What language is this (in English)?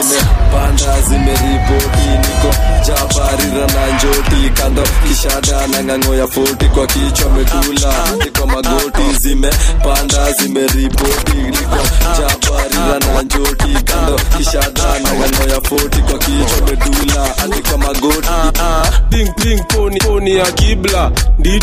Swahili